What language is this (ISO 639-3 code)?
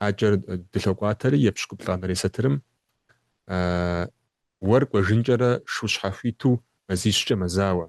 kbd